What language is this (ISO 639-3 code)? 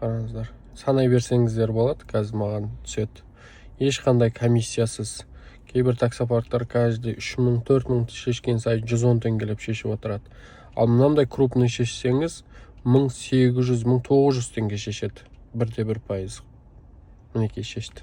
kaz